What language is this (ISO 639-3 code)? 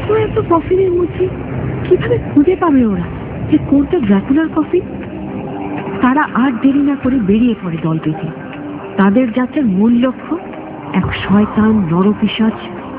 ben